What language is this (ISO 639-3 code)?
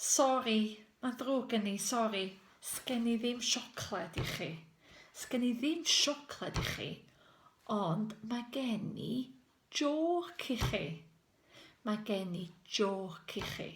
cym